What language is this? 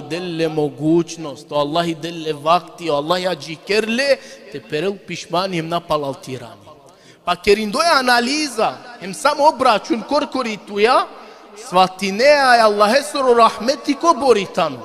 Balkan Romani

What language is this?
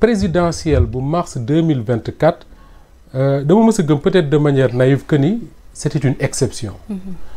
Wolof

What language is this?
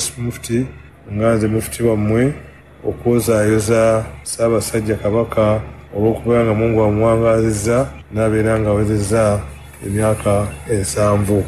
Ganda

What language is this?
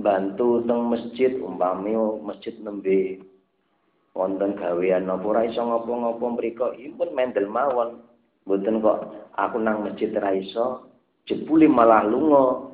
Javanese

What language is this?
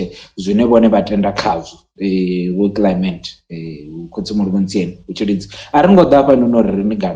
Venda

